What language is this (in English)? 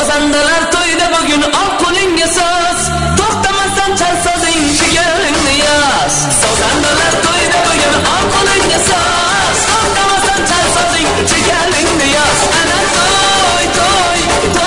Kara-Kalpak